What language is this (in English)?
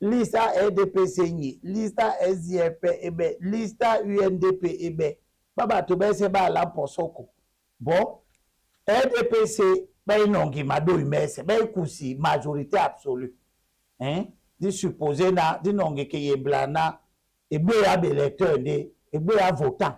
Duala